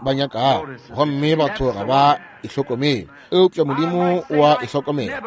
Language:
Northern Sotho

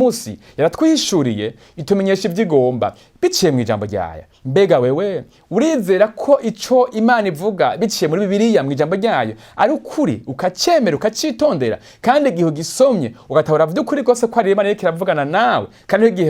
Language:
Rundi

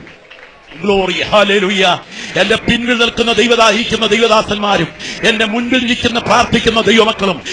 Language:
Malayalam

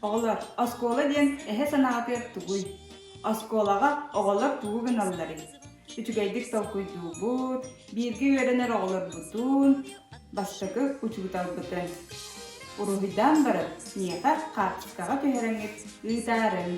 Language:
Yakut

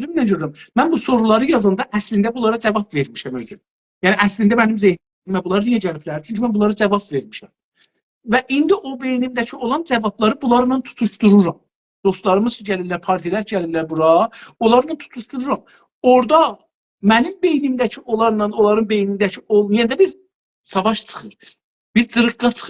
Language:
South Azerbaijani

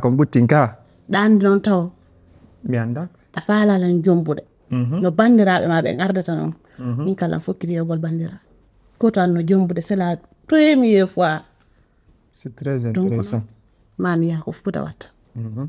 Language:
Fula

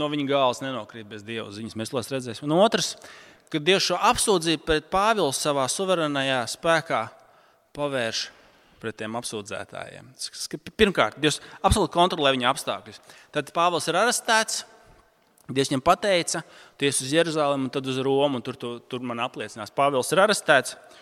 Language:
Latvian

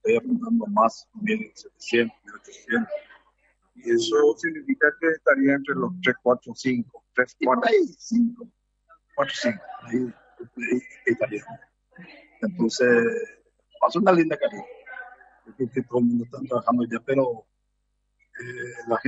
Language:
Spanish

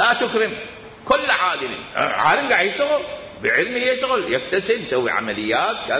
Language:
Mesopotamian Arabic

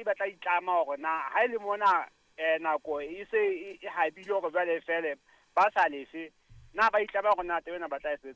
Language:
Southern Sotho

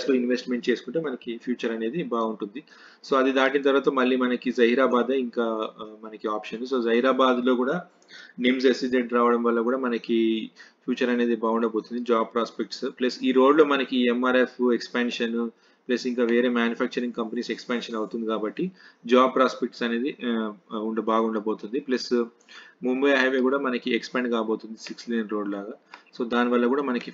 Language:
Telugu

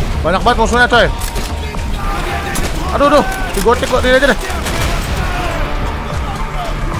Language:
Indonesian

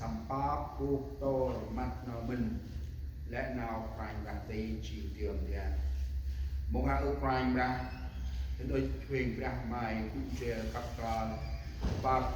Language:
Central Mnong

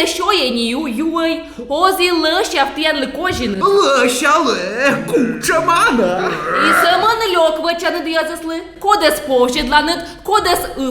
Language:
Komi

